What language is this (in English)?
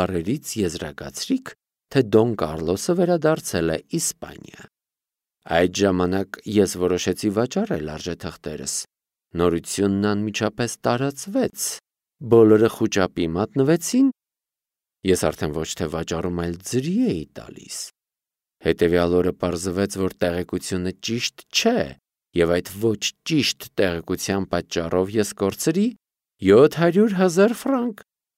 Armenian